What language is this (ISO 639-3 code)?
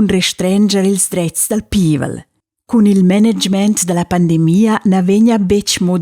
roh